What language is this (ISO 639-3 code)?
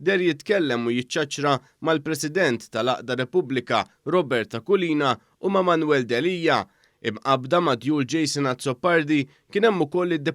mlt